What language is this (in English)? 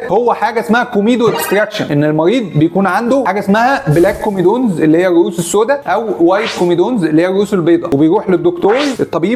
Egyptian Arabic